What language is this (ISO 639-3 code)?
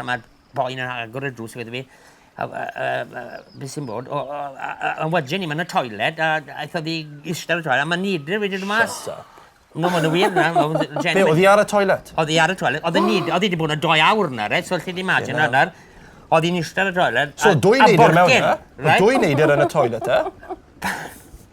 cym